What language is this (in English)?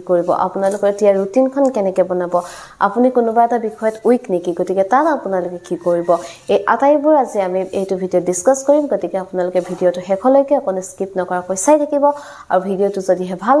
Assamese